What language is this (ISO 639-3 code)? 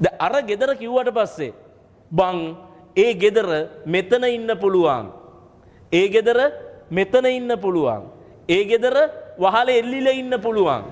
sin